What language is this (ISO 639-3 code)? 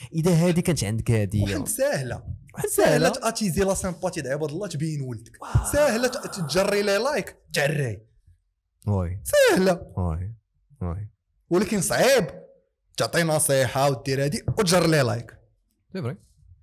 ary